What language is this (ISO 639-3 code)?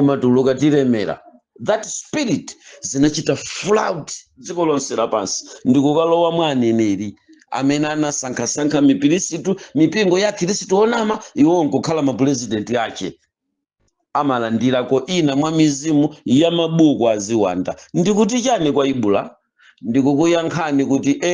nya